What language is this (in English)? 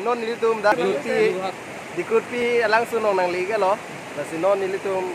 Karbi